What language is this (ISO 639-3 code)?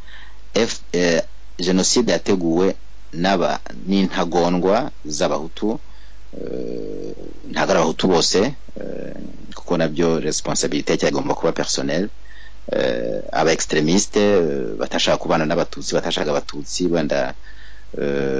kin